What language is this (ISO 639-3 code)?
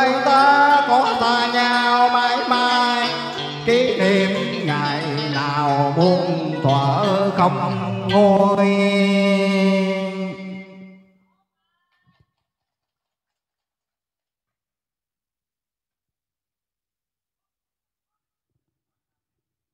vie